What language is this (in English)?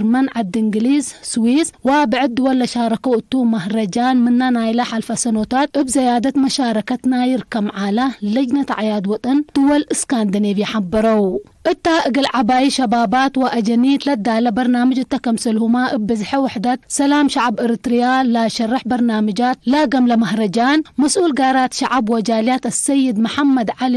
Tigre